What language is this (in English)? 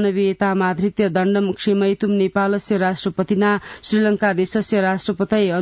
Sanskrit